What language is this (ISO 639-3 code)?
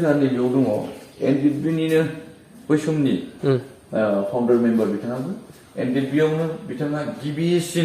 brx